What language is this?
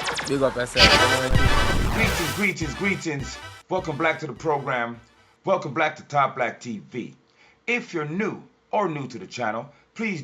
Jamaican Creole English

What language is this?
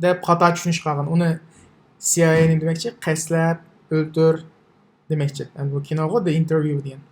Uyghur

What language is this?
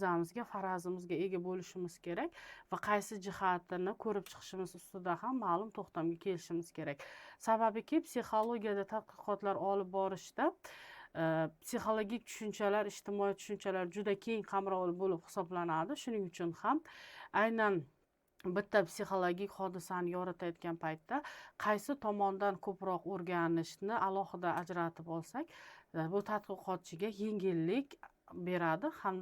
Uzbek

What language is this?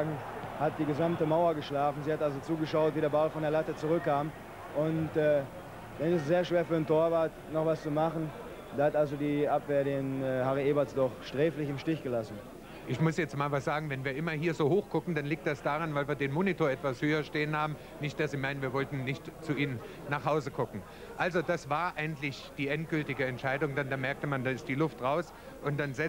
German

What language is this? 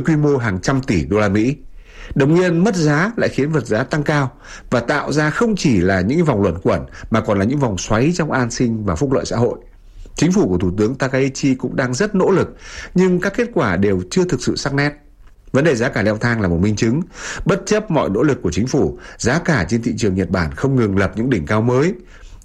Vietnamese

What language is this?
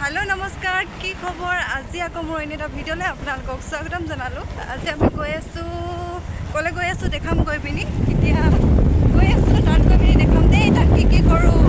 Assamese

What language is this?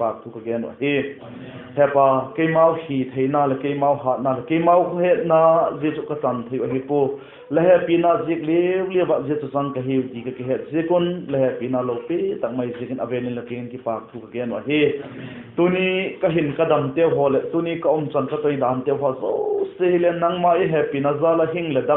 Vaiphei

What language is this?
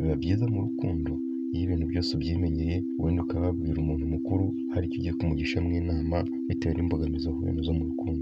Kinyarwanda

